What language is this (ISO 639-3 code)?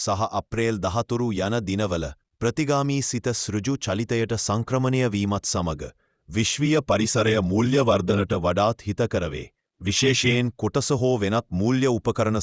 sin